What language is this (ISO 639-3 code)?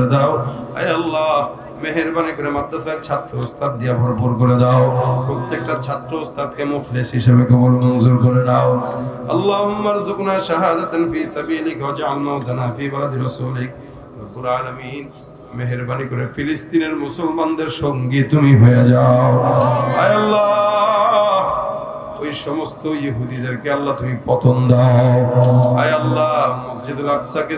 ben